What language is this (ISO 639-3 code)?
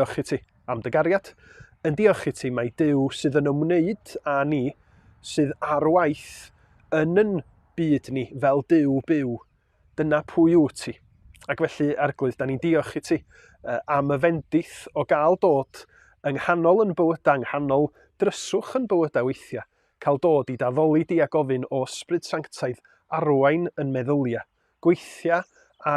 cym